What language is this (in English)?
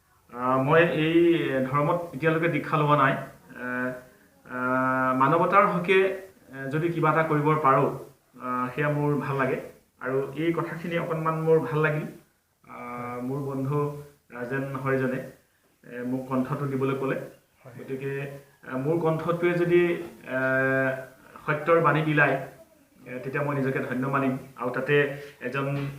Assamese